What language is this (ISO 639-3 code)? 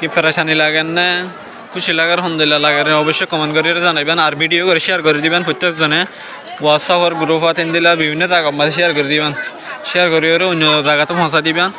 rhg